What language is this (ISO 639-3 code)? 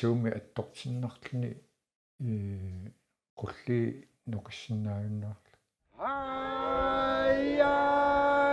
kal